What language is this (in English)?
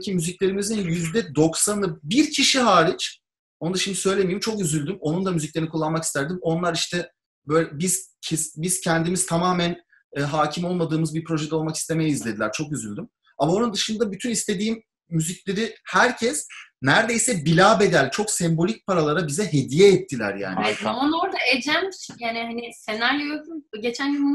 Turkish